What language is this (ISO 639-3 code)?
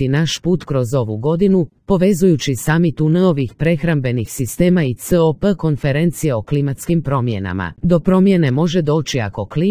hrv